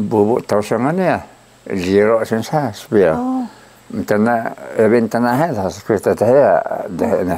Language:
Taroko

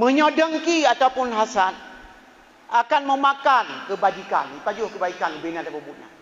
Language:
Achinese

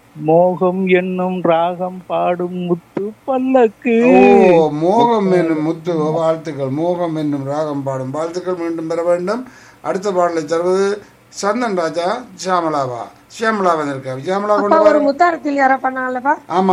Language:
Tamil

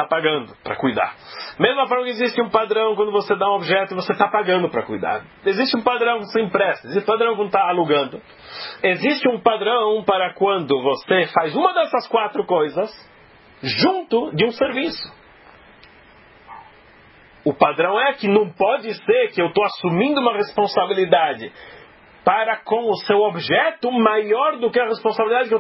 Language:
Portuguese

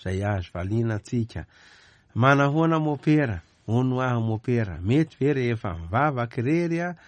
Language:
Malagasy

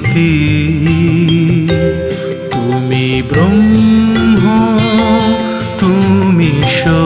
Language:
Bangla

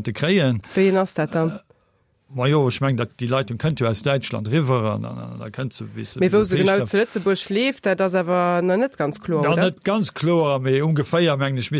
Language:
Luxembourgish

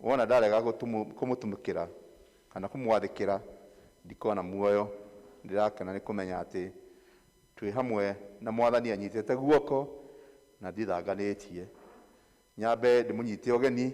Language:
Kikuyu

